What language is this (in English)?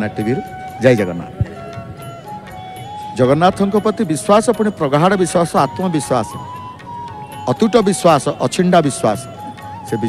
Odia